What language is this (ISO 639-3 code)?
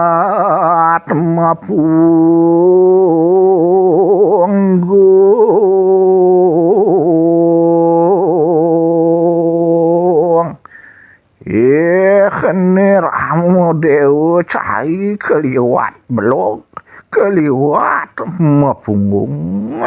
ban